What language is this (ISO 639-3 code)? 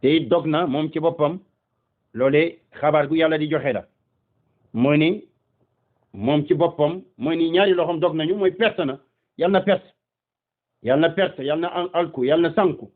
wol